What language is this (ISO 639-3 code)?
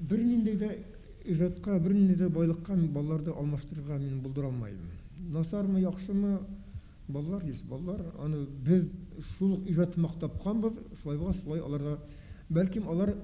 bak